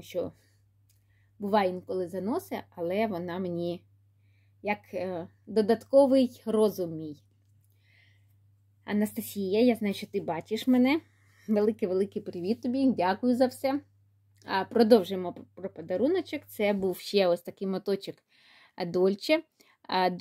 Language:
Ukrainian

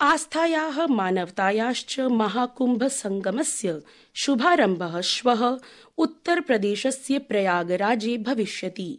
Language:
Sanskrit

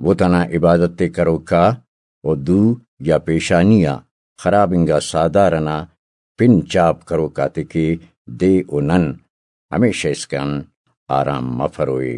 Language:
Brahui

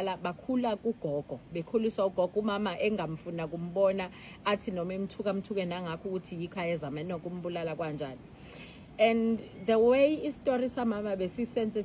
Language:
Zulu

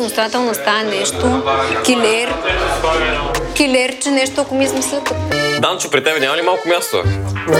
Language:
Bulgarian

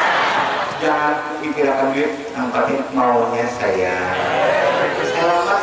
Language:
Banjar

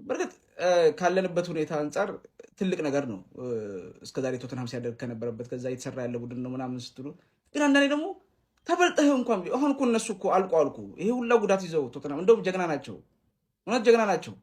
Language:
Amharic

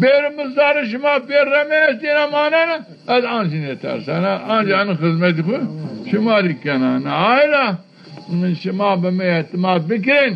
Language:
Zaza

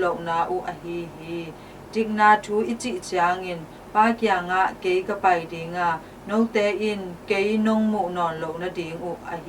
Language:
Tedim Chin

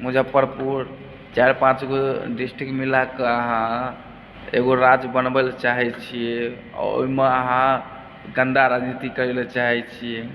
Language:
Maithili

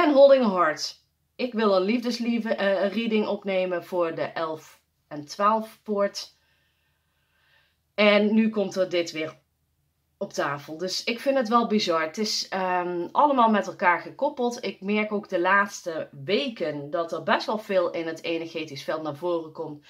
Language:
Dutch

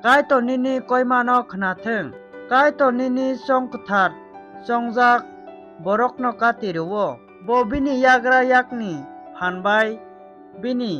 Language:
Kok Borok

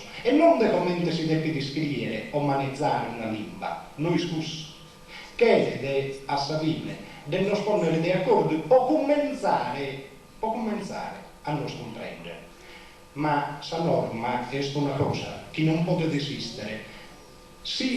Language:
Sardinian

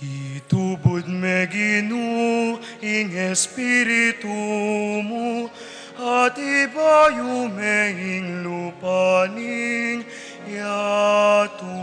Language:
Pampanga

